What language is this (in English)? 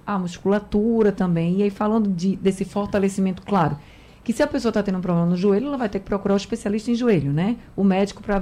Portuguese